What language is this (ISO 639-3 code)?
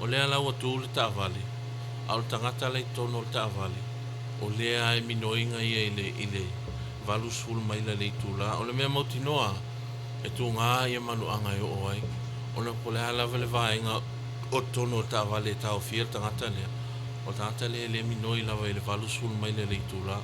smo